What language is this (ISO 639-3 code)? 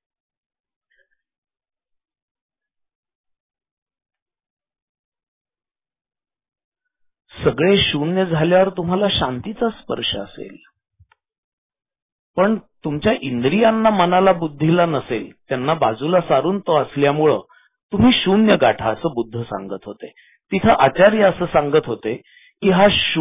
mar